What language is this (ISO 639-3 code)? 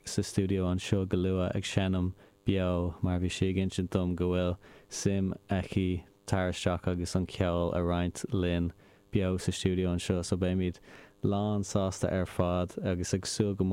gle